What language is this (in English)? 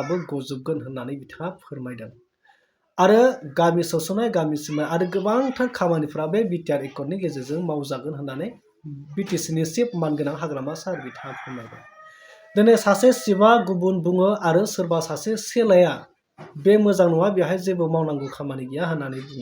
Bodo